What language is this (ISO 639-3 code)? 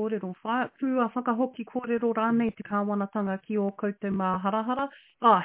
mri